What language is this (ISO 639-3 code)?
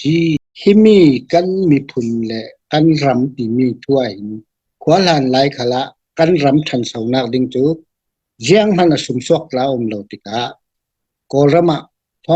cfm